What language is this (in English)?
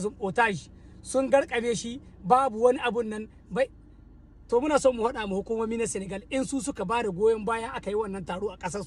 Hausa